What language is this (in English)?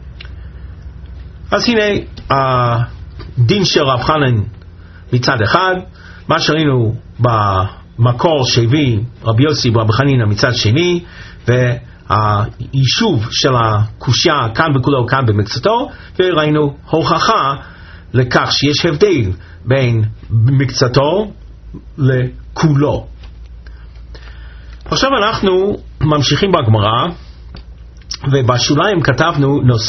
Hebrew